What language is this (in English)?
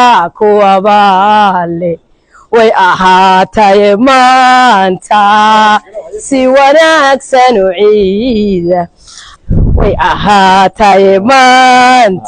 Somali